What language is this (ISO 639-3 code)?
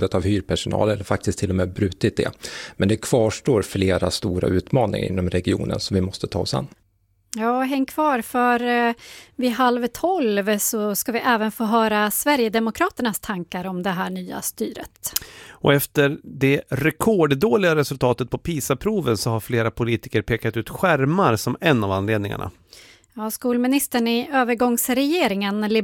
swe